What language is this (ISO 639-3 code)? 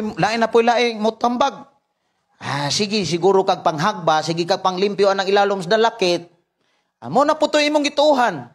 ceb